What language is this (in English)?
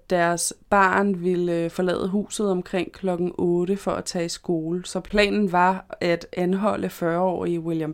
Danish